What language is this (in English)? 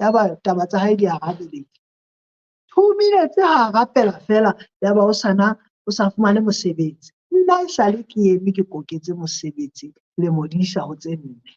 Southern Sotho